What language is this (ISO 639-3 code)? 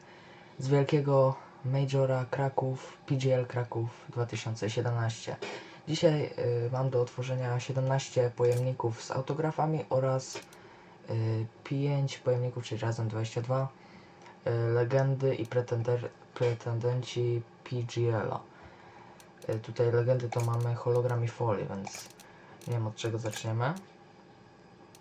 pol